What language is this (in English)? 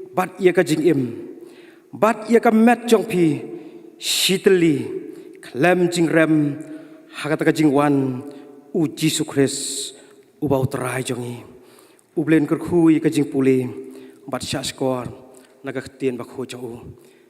Khasi